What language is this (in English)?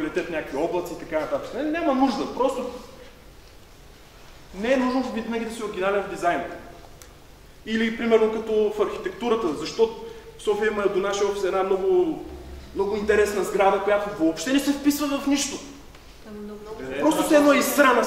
Bulgarian